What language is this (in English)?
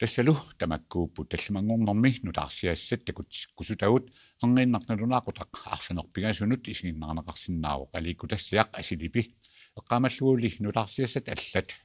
Kalaallisut